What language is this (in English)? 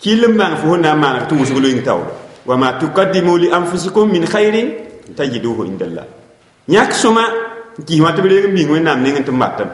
Mossi